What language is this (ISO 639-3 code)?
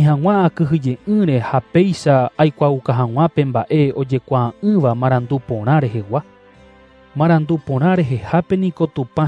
grn